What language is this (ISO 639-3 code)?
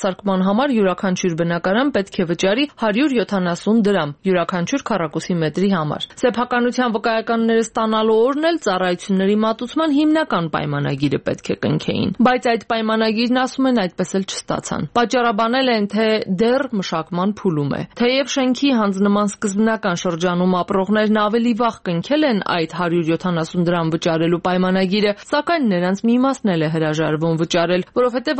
hye